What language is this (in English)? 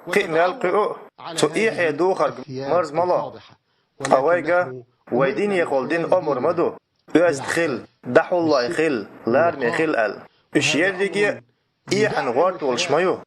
Chechen